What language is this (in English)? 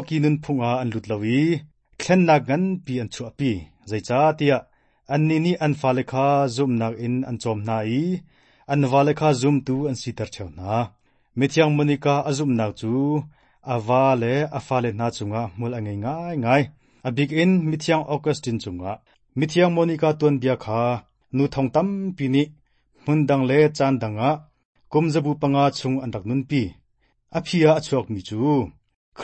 Hakha Chin